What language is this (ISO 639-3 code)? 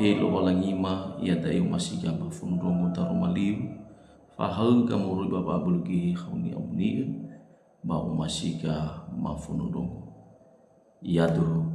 nia